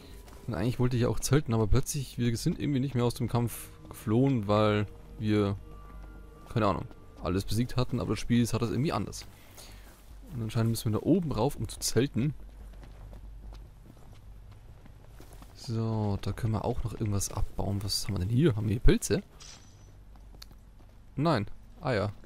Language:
German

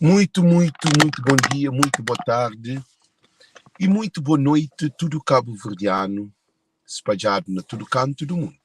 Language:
Kabuverdianu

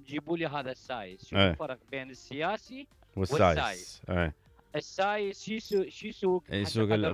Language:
Mesopotamian Arabic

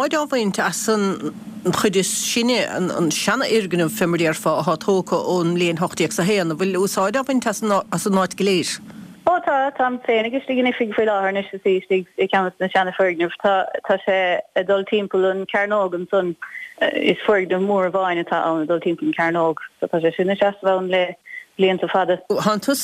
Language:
Irish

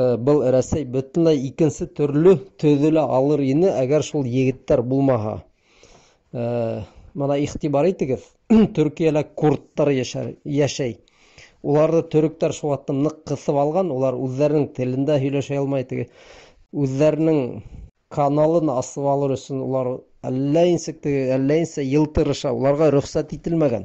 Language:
Bashkir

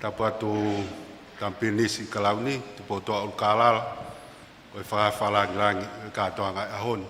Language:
Tongan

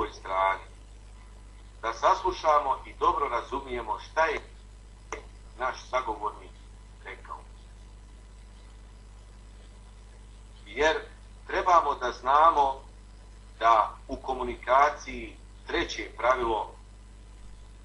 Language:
Bosnian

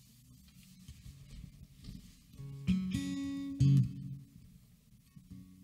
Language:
Finnish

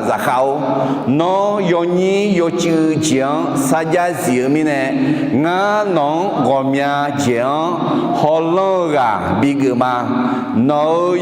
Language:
Akha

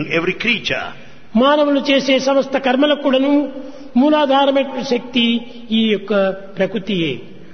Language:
Telugu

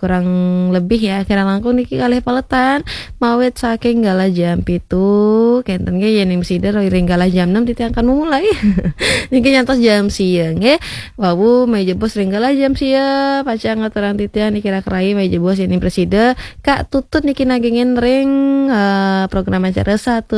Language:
Balinese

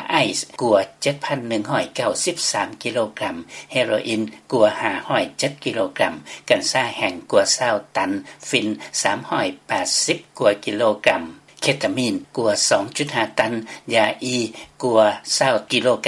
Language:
Lao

